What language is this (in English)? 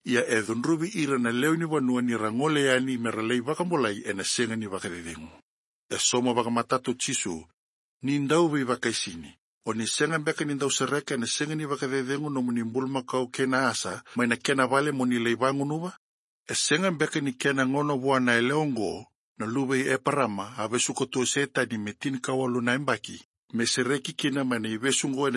Fijian